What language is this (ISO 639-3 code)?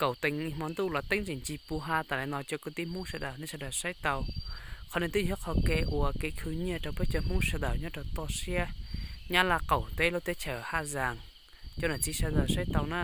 hmn